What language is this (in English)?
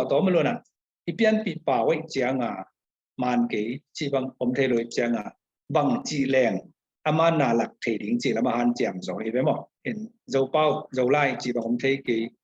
Tedim Chin